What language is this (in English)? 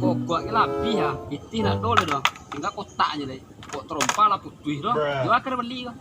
Minangkabau